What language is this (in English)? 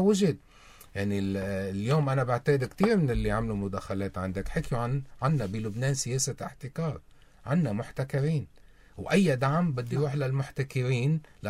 North Levantine Arabic